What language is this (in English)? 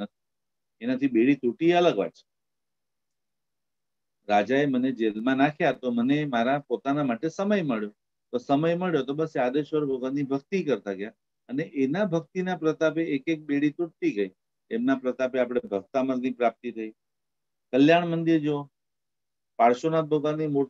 Gujarati